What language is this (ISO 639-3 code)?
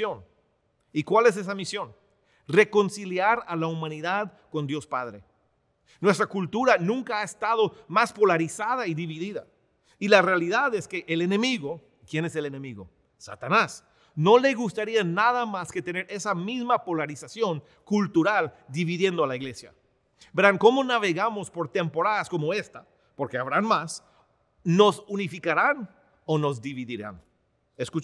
spa